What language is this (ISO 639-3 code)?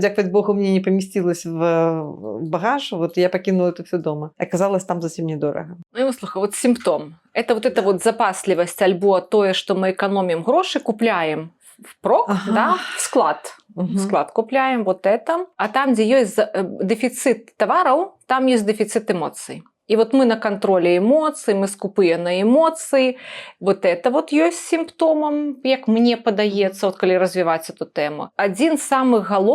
bel